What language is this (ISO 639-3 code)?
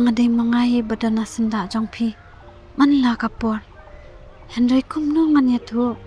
kha